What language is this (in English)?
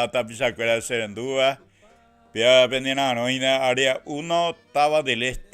Guarani